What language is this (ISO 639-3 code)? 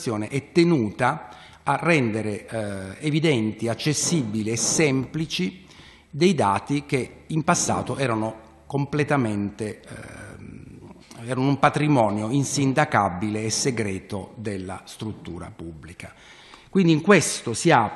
ita